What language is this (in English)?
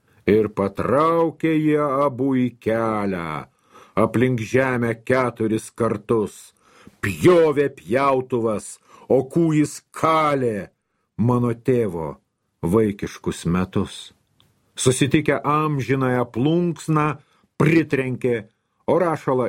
Lithuanian